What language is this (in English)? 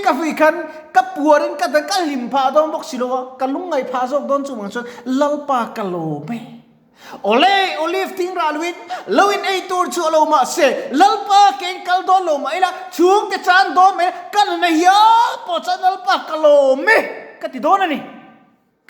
Mizo